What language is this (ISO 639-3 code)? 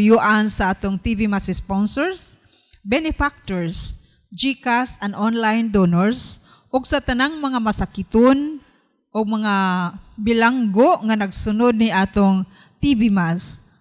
ceb